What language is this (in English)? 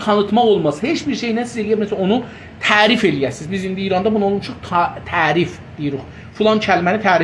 South Azerbaijani